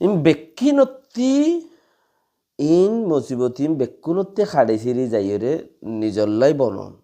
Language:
Rohingya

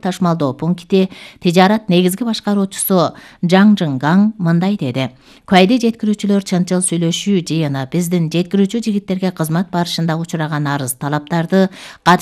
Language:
Kyrgyz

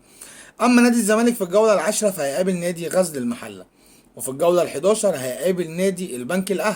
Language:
Egyptian Arabic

